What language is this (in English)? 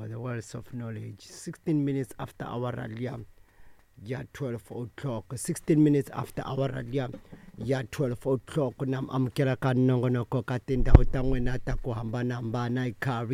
Tsonga